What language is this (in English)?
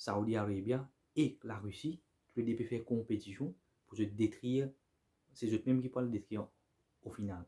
Morisyen